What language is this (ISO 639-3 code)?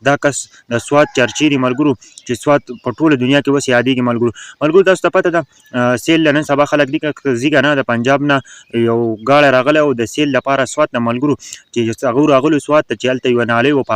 pus